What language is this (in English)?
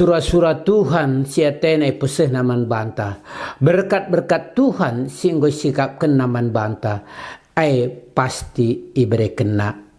Batak Karo